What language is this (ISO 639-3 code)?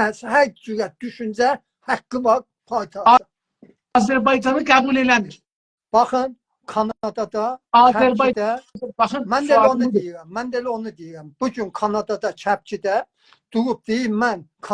azb